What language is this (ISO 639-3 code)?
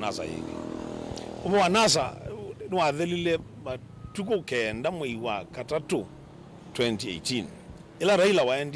kam